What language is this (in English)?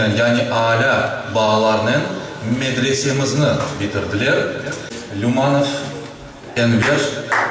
Crimean Tatar